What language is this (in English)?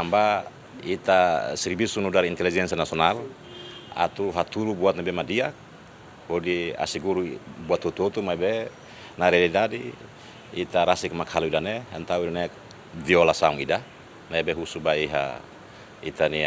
Tetum